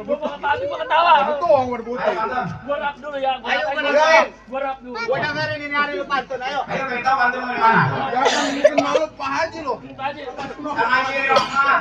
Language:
Betawi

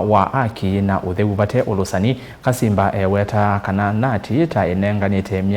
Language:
Kamba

